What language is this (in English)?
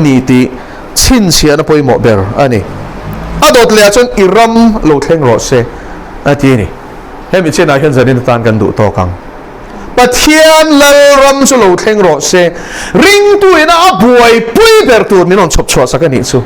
Mizo